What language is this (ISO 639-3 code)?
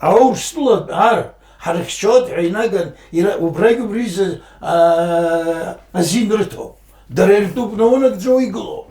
abk